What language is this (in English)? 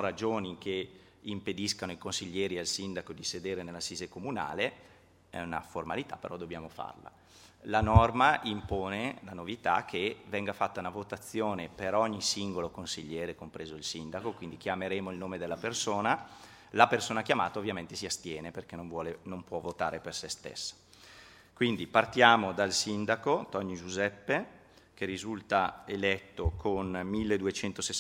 Italian